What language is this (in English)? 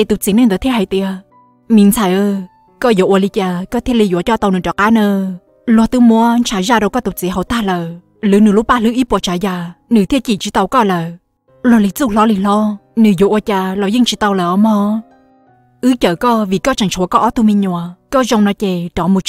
Hmong